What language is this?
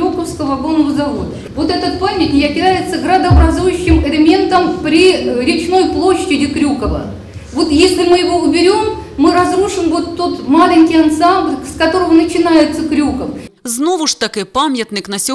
Ukrainian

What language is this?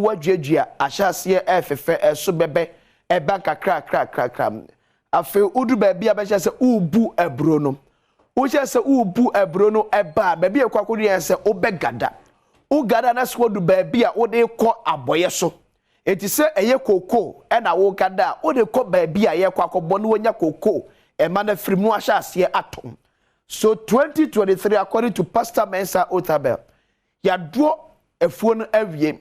Akan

